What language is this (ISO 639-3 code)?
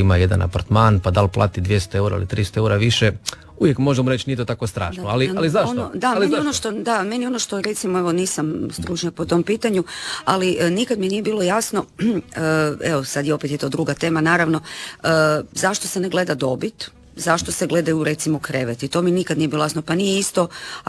hrv